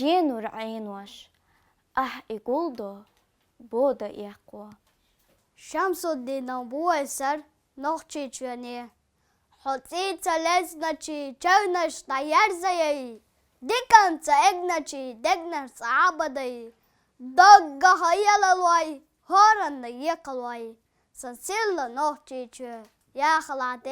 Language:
Chechen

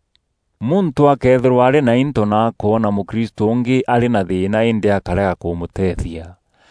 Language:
Meru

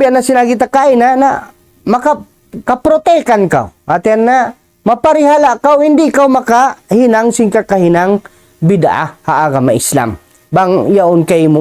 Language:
Tausug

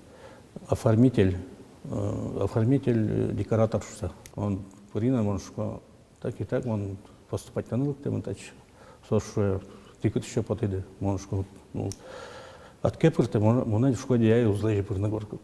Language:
Udmurt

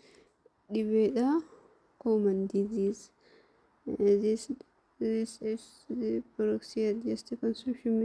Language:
Oromo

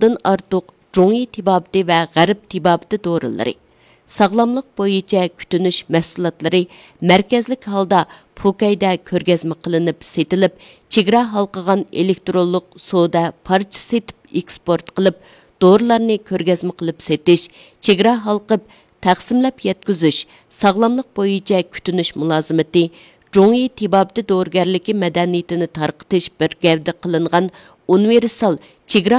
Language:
Uyghur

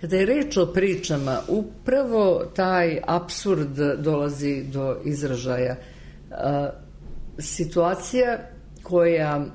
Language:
Serbian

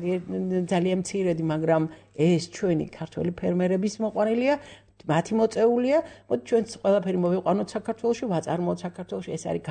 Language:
Georgian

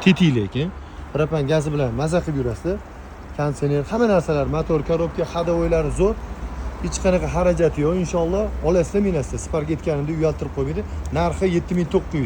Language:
Uzbek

